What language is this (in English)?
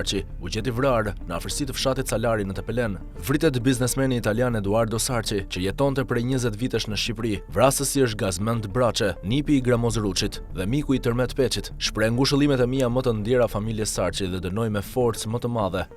Albanian